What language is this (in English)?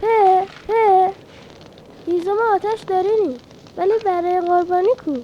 Gilaki